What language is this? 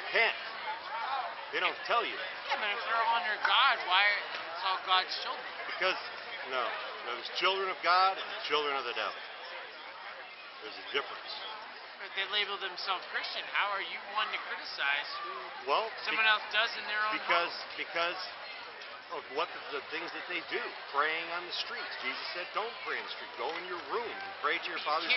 English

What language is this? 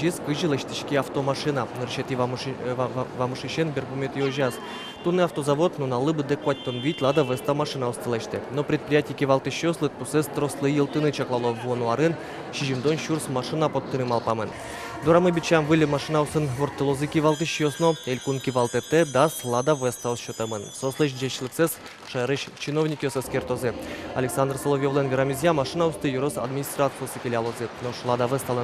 Udmurt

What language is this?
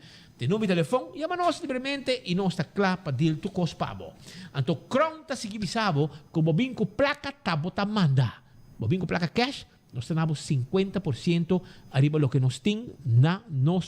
Papiamento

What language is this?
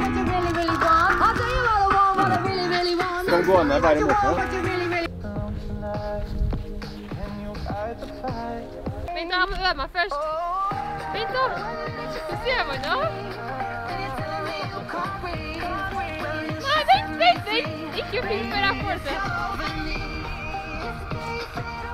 Norwegian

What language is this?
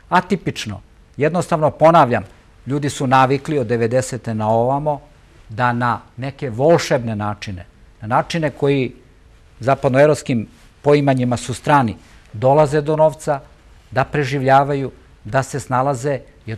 Serbian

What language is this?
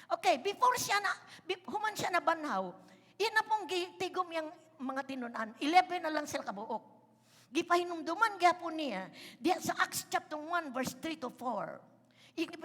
Cebuano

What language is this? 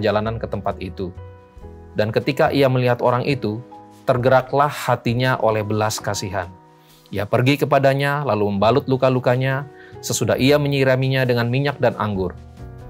Indonesian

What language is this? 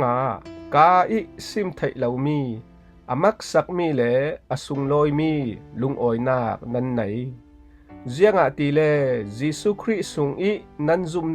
Falam Chin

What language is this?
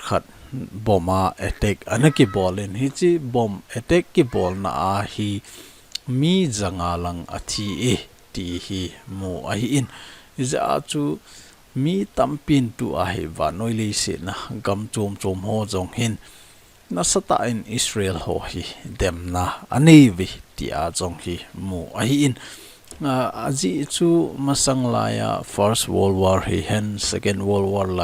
Thado Chin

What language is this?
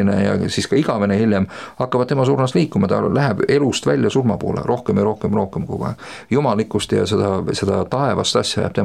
Estonian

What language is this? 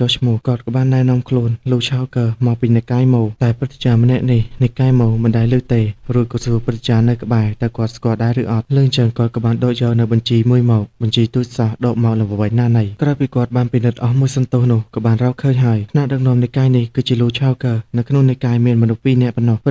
Khmer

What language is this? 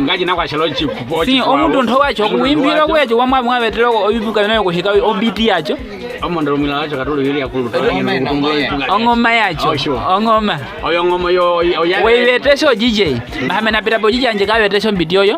Nyaneka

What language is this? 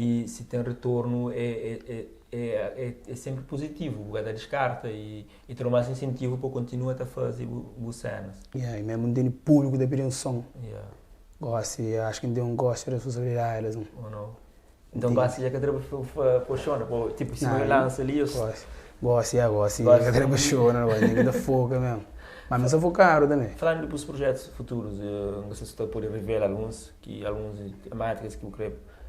Kabuverdianu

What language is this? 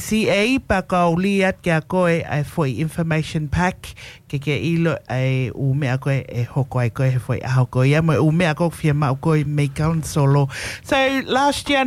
Tongan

